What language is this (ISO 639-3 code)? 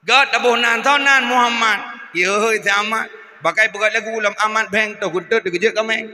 ace